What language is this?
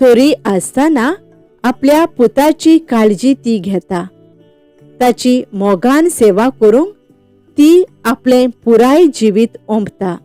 Konkani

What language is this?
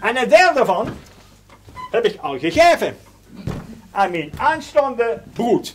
Limburgish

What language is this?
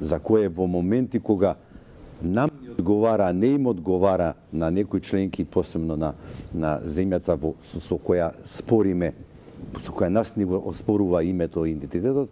Macedonian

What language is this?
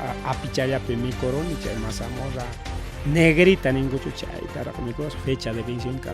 Ayacucho Quechua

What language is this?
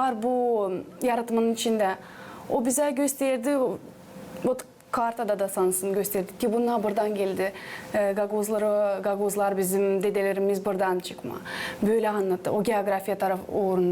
Gagauz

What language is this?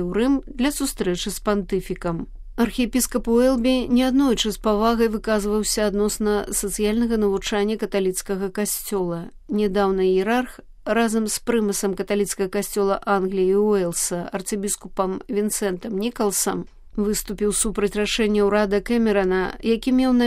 Belarusian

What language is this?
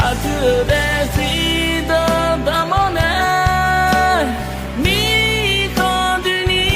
Akha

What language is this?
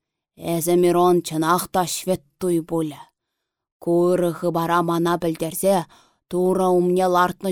Chuvash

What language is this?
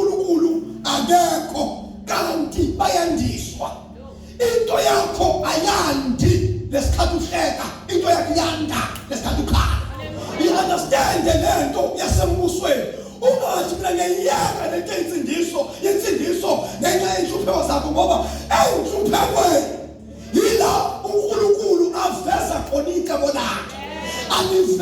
Zulu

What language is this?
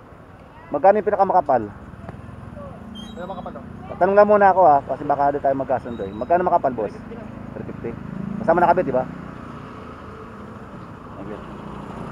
Filipino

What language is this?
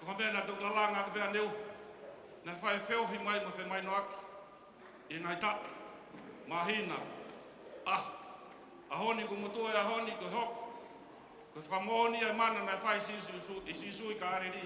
Tongan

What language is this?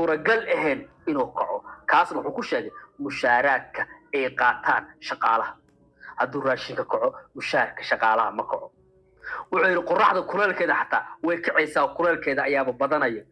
Somali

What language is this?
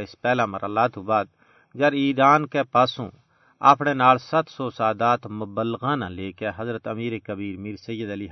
Gujari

